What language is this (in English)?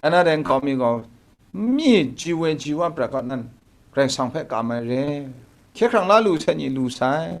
Kachin